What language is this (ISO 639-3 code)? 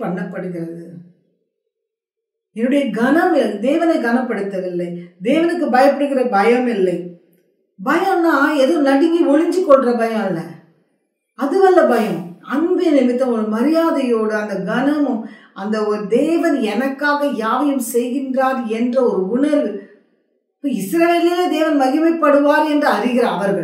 tam